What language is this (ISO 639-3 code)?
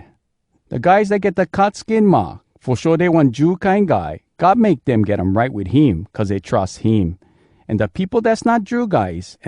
hwc